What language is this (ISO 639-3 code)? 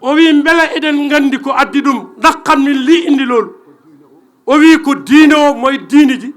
ful